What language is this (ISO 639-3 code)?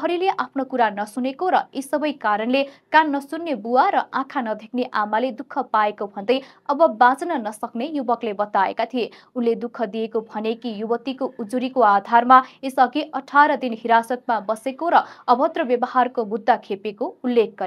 nep